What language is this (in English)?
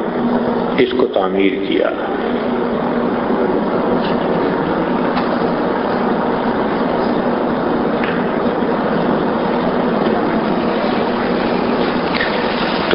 Urdu